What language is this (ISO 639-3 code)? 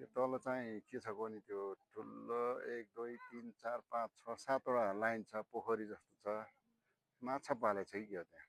nep